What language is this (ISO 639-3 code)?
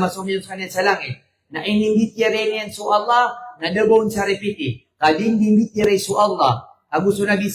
mrw